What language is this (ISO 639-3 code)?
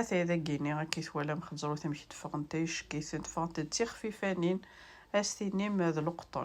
kab